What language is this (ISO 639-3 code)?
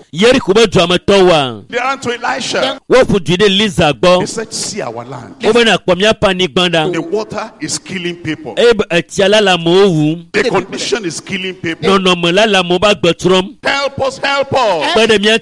ewe